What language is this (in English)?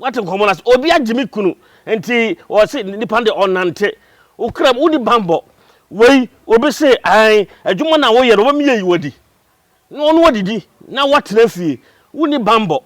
Akan